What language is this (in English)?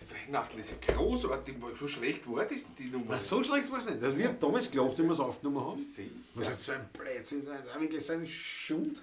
Bavarian